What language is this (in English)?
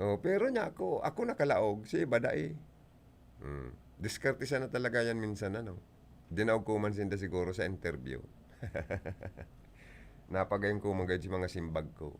Bikol